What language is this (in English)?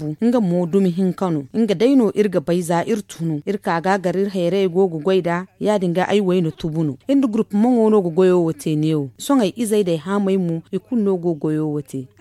Zarma